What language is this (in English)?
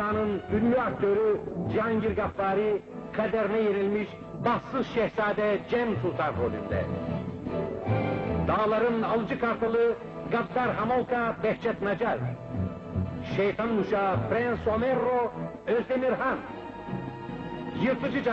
Turkish